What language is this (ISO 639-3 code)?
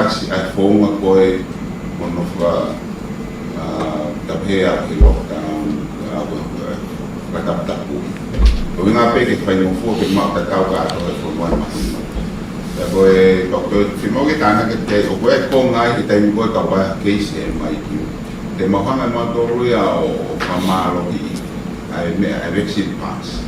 ton